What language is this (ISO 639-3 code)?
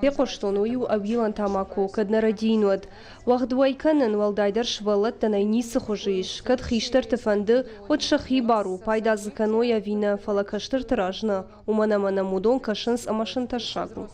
oss